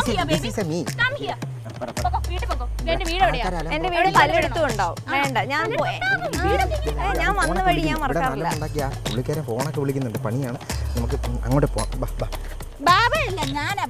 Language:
Malayalam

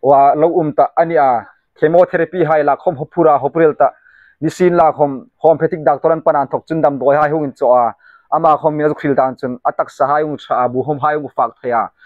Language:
Hmar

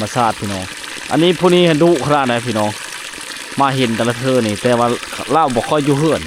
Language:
Lao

